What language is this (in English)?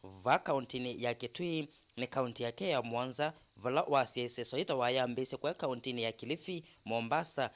Kamba